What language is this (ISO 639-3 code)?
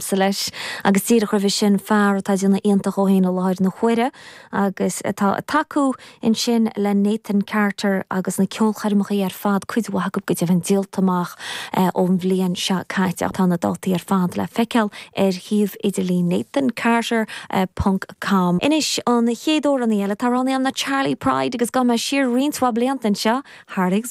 gle